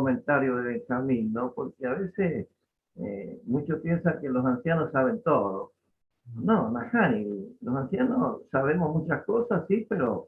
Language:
Guarani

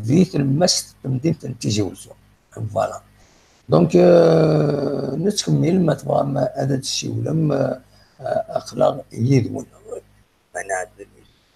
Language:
Kabyle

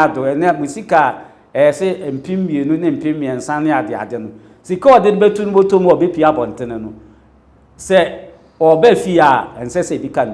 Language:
Akan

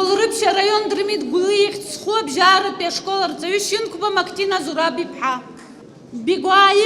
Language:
Abkhazian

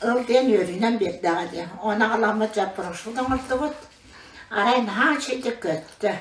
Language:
Yakut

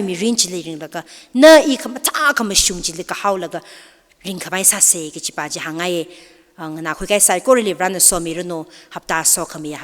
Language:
Tangkhul Naga (India)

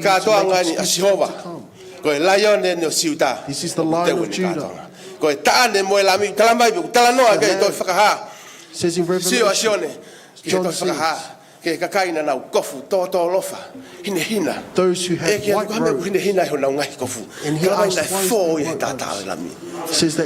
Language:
Tongan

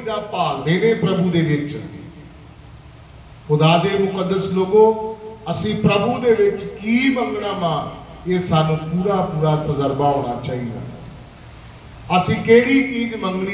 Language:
Punjabi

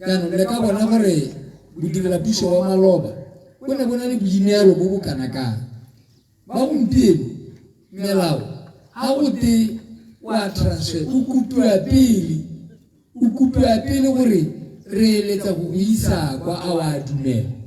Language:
Tswana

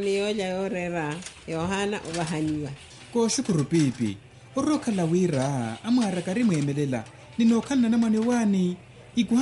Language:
Makhuwa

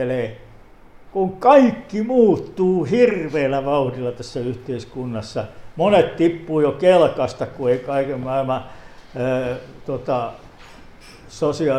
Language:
Finnish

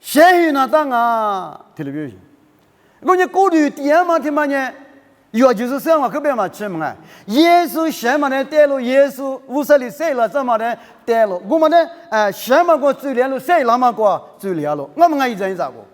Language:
Lisu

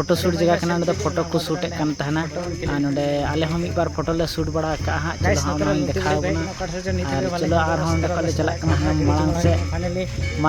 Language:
Santali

